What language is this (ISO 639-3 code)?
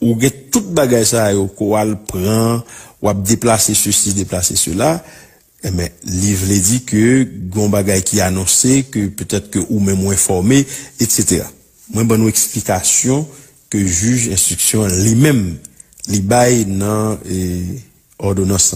hat